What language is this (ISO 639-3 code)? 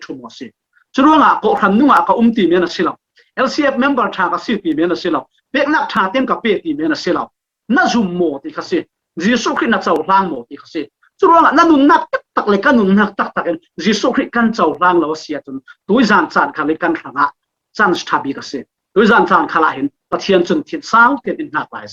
cfm